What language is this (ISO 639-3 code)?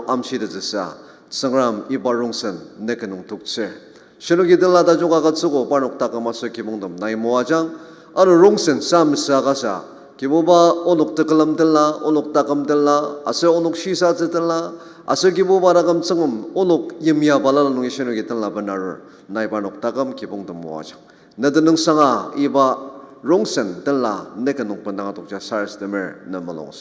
njo